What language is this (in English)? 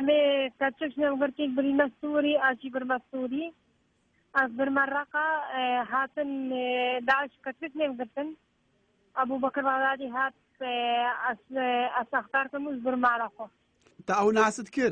Kurdish